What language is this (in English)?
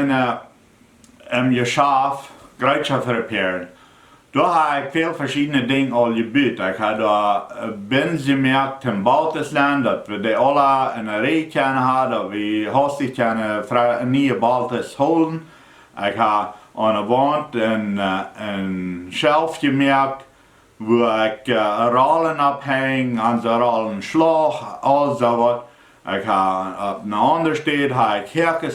Plautdietsch